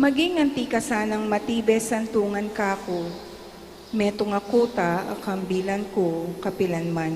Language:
Pampanga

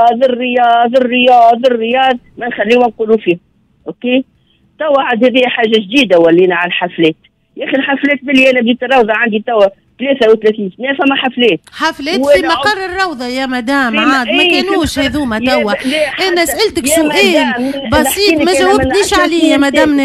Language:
Tunisian Arabic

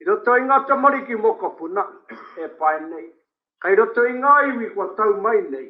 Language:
Māori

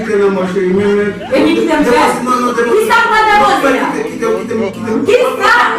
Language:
Haitian Creole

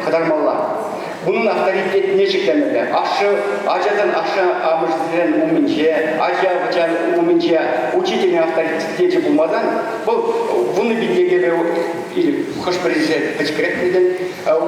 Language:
Chuvash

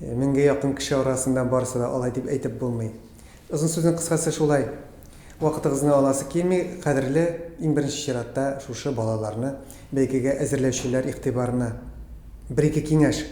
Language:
Tatar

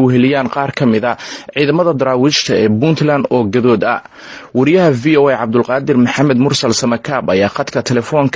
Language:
Somali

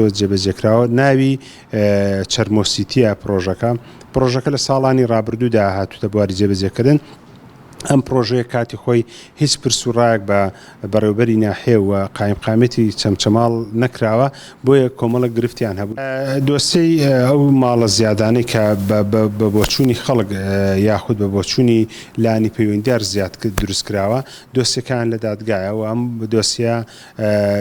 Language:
Central Kurdish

